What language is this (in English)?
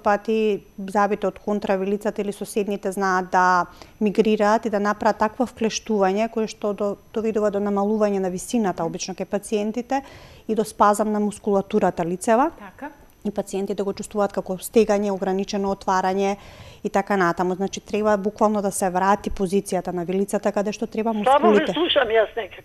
Macedonian